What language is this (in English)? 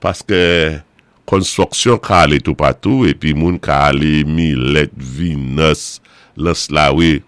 Saint Lucian Creole French